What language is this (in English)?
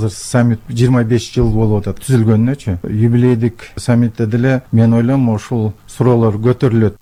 Kyrgyz